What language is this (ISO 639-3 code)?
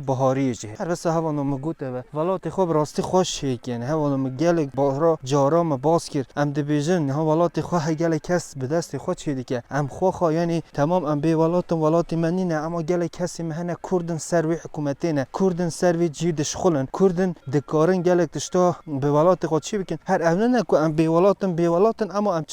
kur